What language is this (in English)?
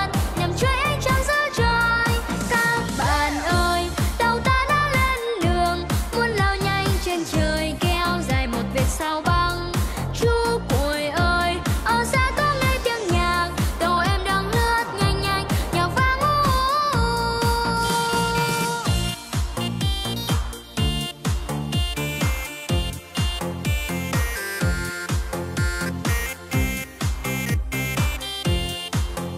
Vietnamese